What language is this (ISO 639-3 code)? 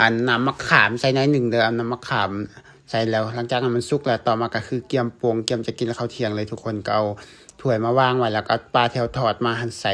lao